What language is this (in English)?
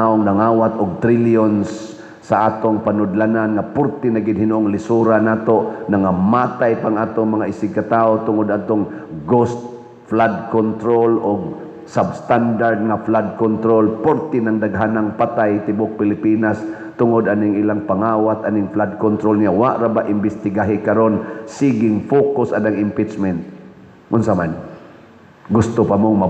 Cebuano